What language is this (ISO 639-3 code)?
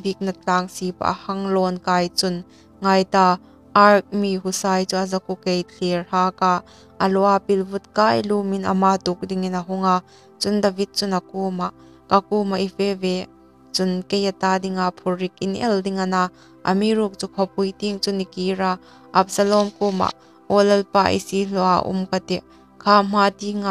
hmr